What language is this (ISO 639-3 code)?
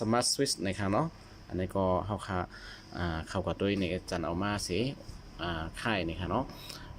shn